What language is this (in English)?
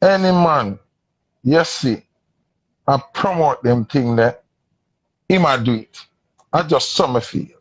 Jamaican Creole English